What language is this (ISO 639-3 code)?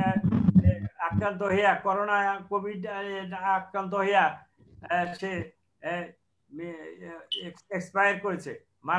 ben